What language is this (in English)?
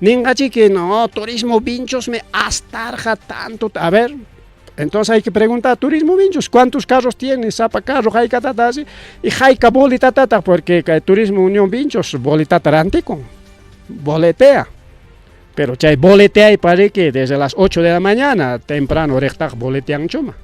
Ayacucho Quechua